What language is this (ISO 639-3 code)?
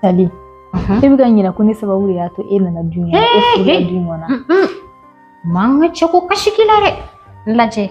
bam